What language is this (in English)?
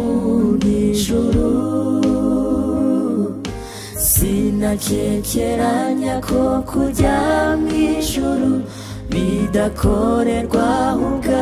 Kinyarwanda